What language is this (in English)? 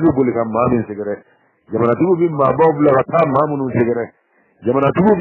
Bambara